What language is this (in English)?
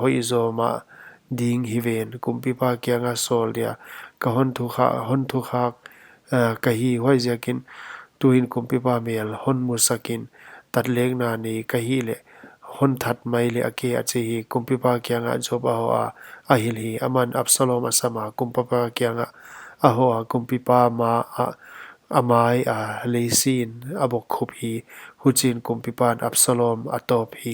Paite Chin